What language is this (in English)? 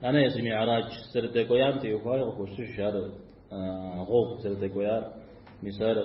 Kabardian